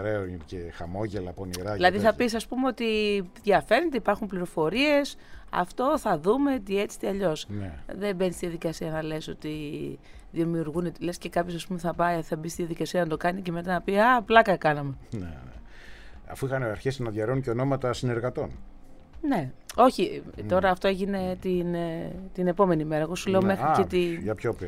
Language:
Greek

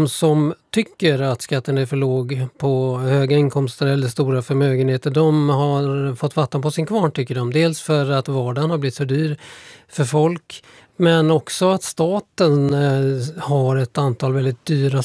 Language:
Swedish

